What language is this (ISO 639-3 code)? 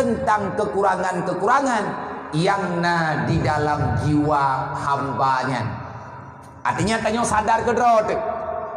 ace